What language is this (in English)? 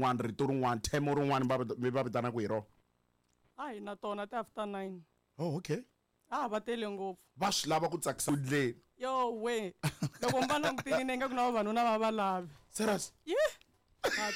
Tsonga